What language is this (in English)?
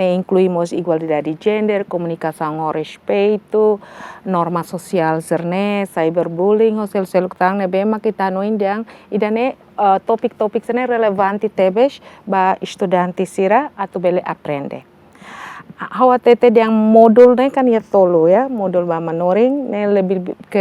Tetum